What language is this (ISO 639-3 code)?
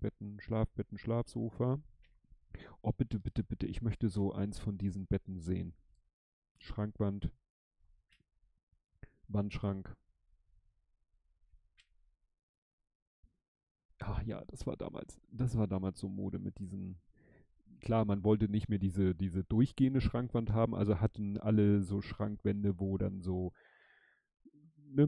deu